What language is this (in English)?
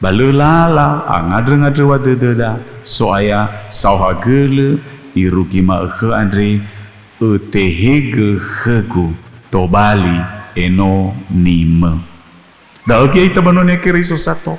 Nias